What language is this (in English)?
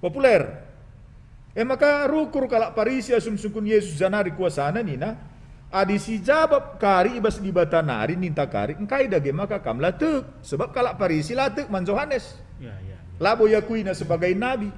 Batak Karo